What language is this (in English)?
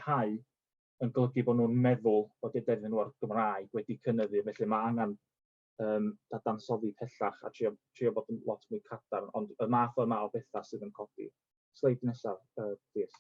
Welsh